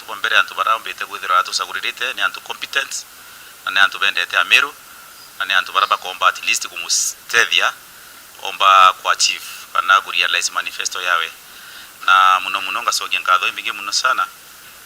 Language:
Meru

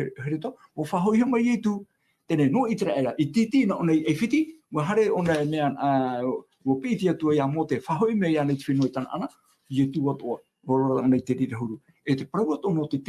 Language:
Tahitian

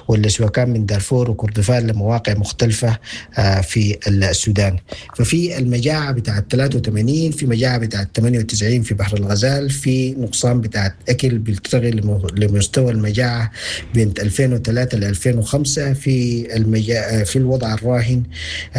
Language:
Sudanese Arabic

